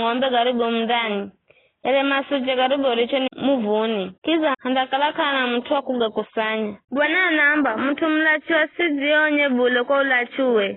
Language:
Giryama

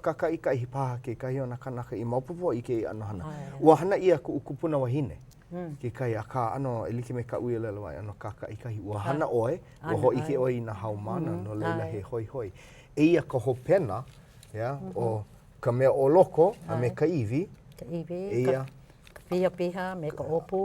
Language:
Hawaiian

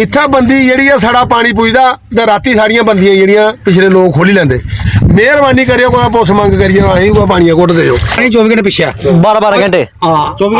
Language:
Dogri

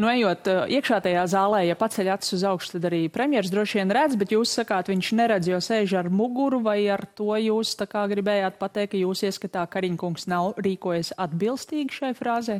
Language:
Latvian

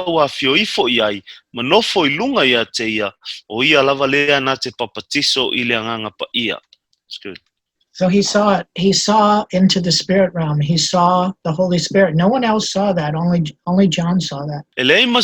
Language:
Samoan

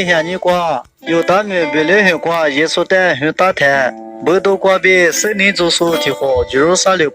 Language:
Lisu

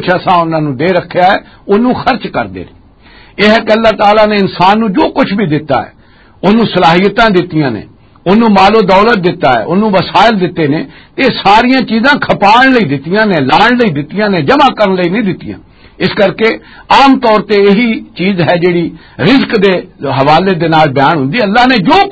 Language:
Western Panjabi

